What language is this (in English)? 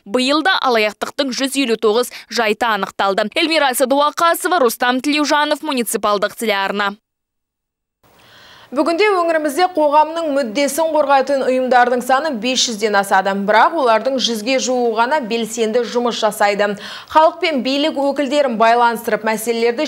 Kazakh